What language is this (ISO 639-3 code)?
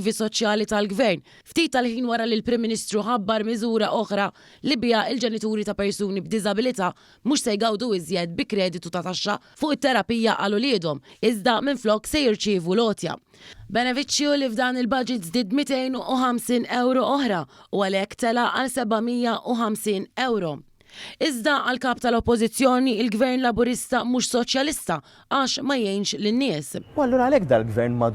mlt